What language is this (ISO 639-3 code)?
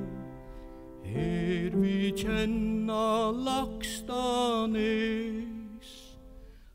fao